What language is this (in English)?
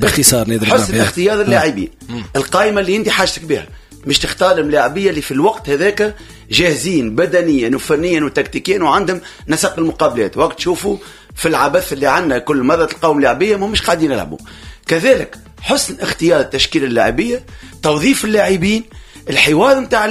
Tunisian Arabic